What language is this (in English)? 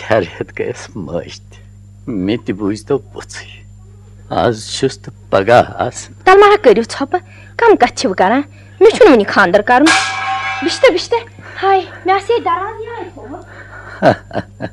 Kashmiri